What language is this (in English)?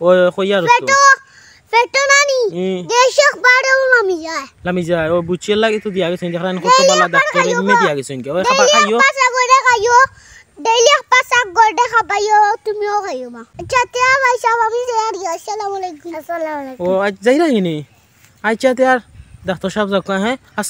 Sylheti